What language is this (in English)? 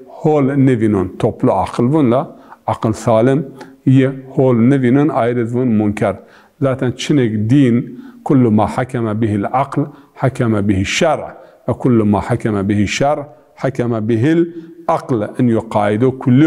Zaza